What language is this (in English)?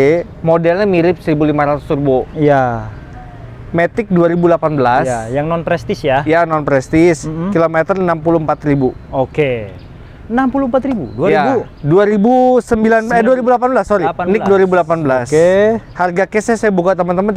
Indonesian